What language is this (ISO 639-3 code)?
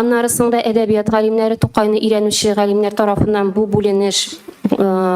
tat